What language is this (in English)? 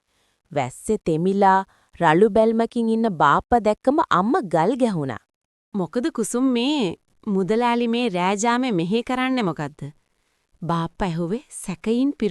Sinhala